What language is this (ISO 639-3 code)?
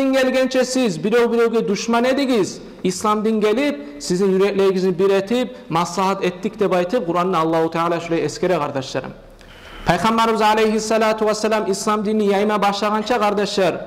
kum